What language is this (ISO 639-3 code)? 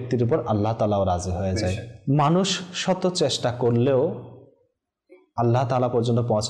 ben